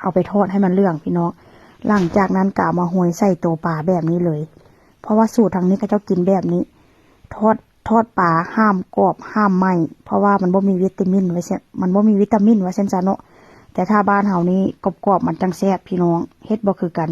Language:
Northeastern Thai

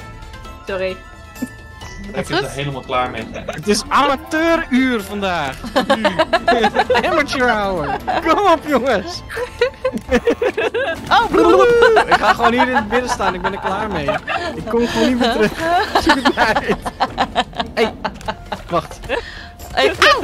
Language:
Dutch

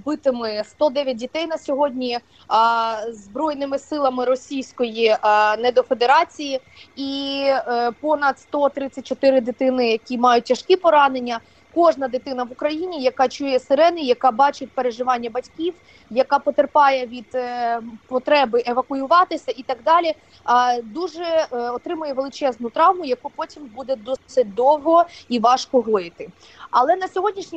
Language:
Ukrainian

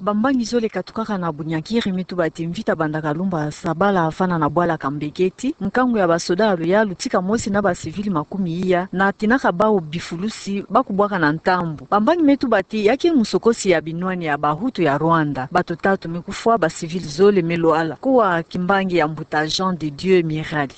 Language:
Kituba (Democratic Republic of Congo)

